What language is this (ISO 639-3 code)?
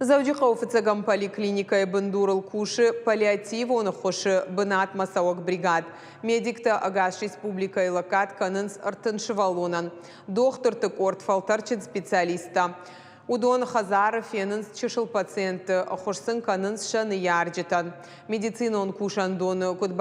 oss